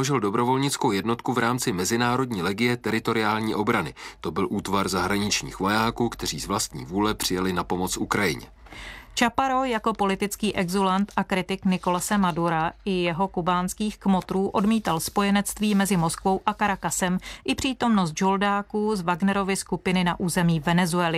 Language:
Czech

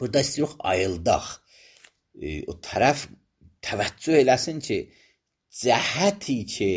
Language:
Azerbaijani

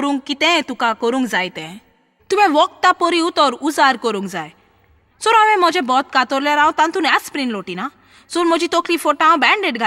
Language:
Konkani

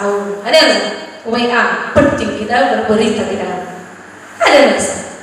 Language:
Nias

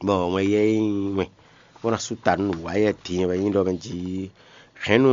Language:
Fon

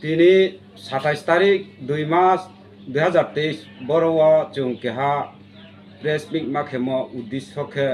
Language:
Riang (India)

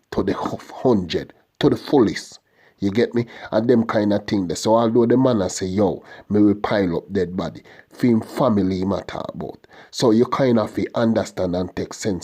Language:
Jamaican Creole English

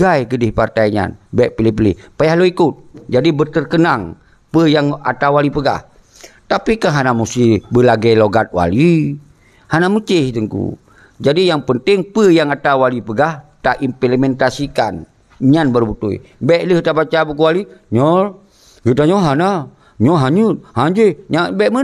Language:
Achinese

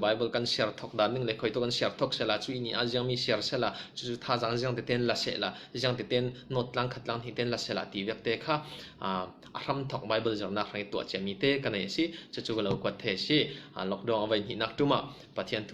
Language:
Falam Chin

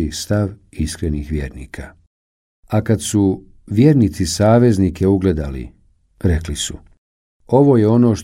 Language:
Bosnian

